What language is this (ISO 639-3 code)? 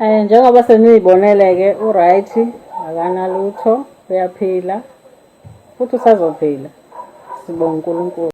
zul